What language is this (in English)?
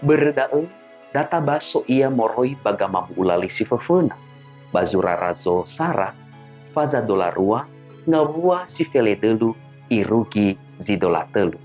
Nias